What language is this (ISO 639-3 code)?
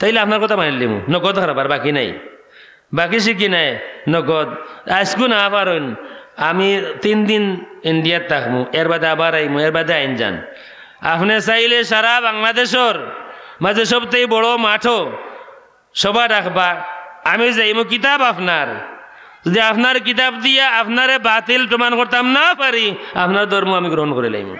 syl